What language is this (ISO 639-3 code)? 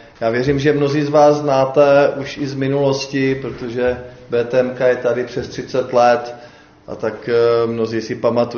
ces